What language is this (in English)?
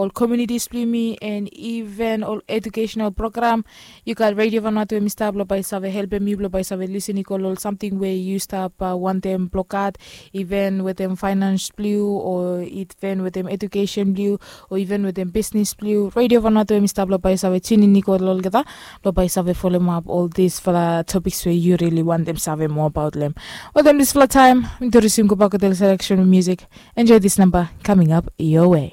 Bislama